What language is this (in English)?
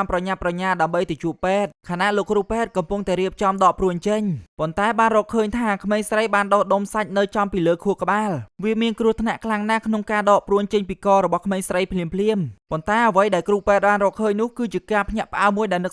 Khmer